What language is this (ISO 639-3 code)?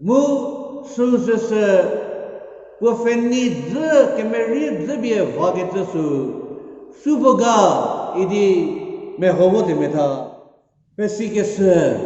njm